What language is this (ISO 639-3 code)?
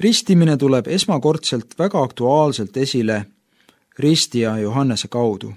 est